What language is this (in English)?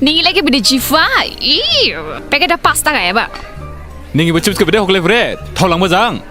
Dimasa